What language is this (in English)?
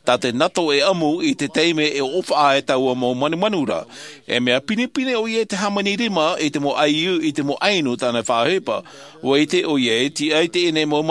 Tahitian